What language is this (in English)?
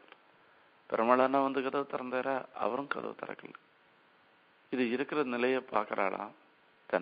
Tamil